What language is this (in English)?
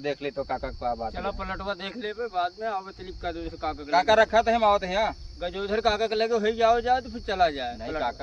Awadhi